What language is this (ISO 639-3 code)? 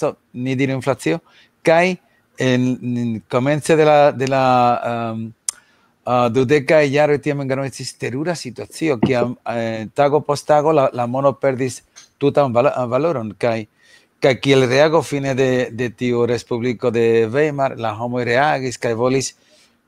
epo